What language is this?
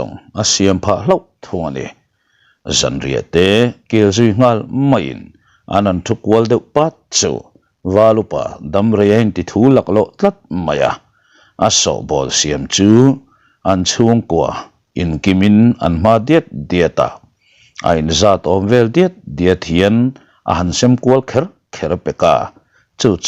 Mizo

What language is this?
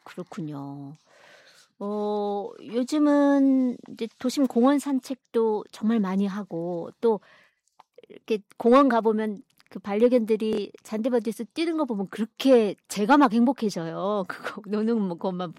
Korean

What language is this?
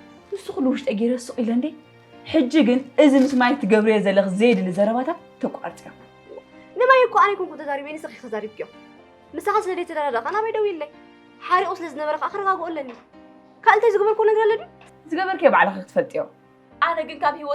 Tigrinya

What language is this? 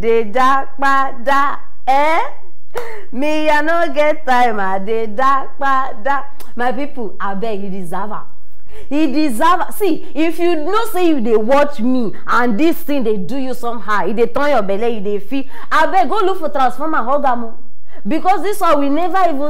Nigerian Pidgin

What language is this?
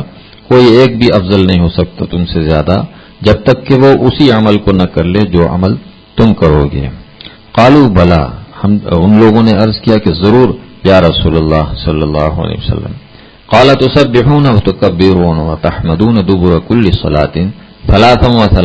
Urdu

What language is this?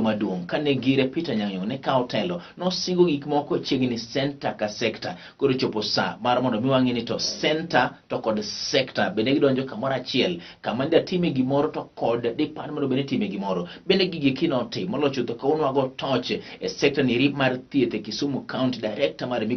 Luo (Kenya and Tanzania)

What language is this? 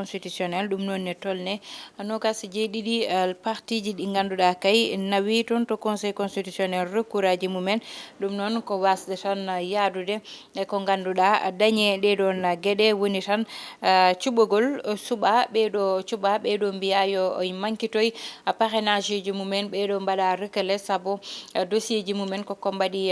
Fula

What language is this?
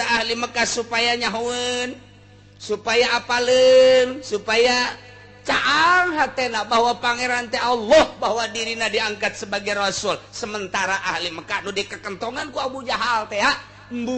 Sundanese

